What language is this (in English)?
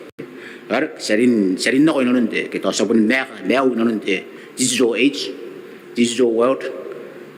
Gilbertese